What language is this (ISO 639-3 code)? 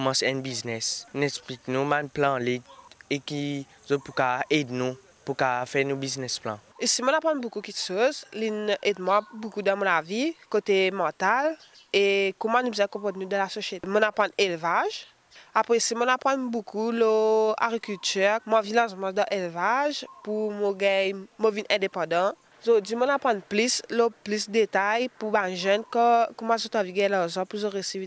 mfe